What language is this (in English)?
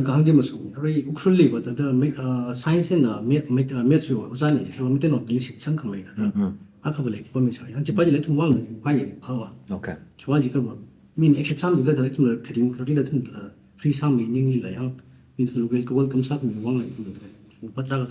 Tangkhul Naga (India)